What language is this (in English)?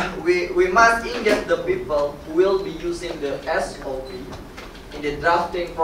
English